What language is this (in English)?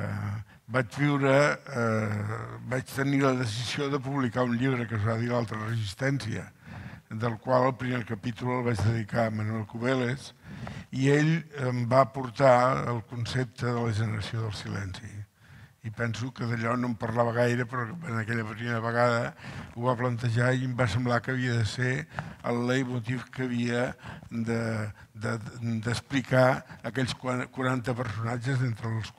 Catalan